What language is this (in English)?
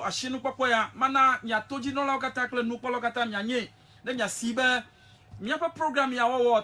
Ewe